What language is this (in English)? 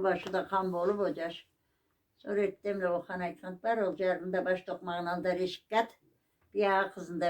Karachay-Balkar